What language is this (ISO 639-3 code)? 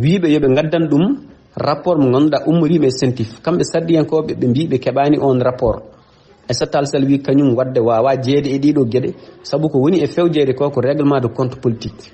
ful